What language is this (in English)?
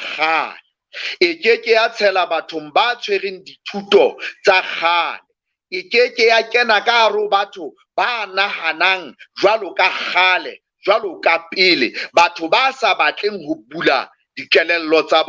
Southern Sotho